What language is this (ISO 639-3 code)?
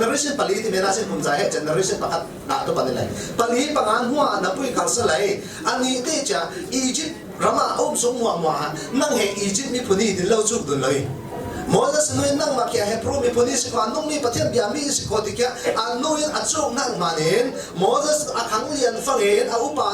cfm